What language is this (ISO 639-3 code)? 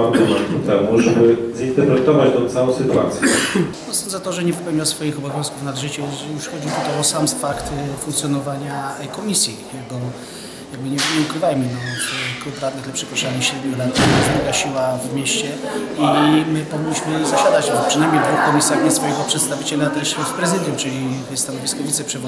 pol